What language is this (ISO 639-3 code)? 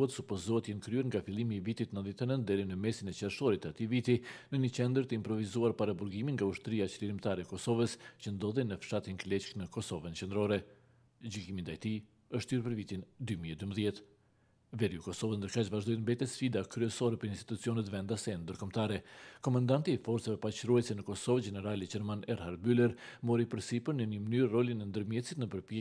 sqi